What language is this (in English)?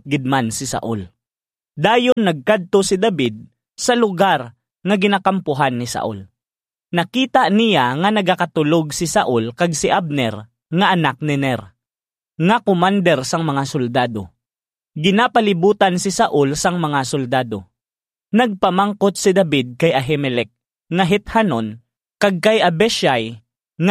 Hiligaynon